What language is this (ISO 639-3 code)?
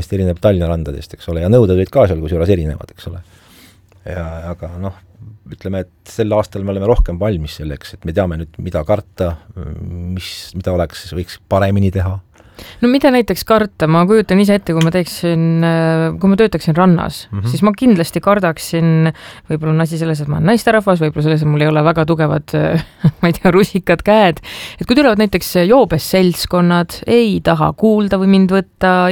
est